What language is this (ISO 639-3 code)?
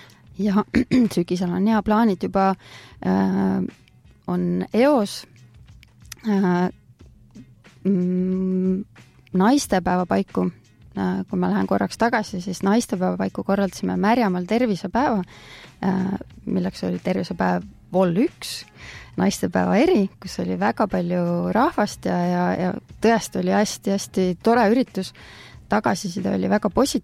est